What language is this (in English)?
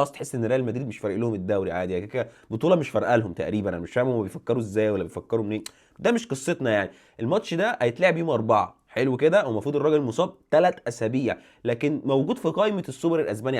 Egyptian Arabic